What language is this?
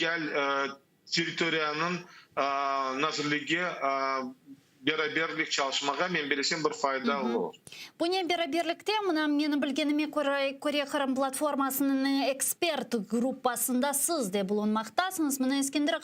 Crimean Tatar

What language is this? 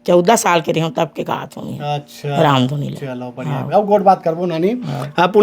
Chhattisgarhi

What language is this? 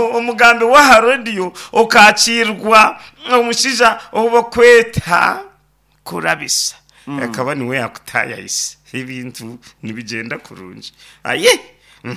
Nyankole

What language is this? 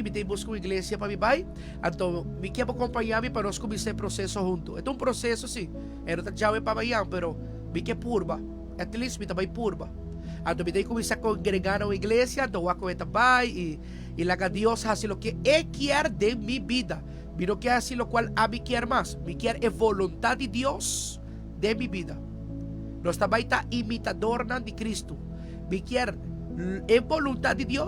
Papiamento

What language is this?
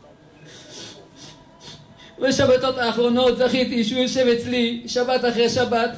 Hebrew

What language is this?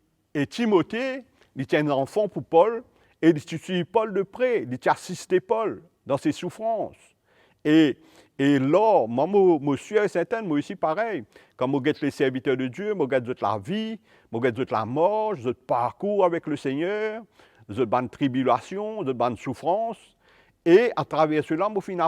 Morisyen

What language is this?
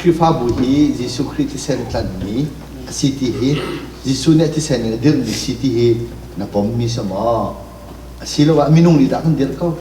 Hakha Chin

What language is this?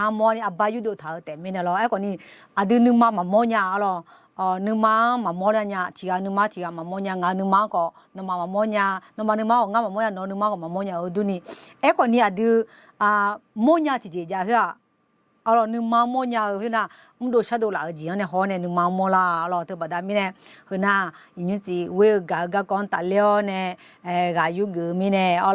Akha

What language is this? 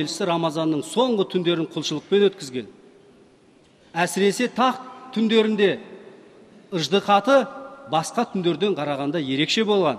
Kazakh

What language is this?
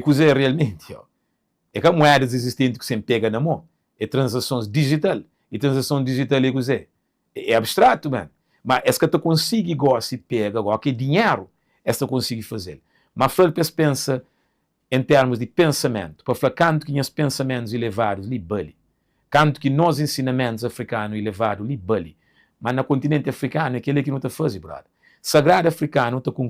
Kabuverdianu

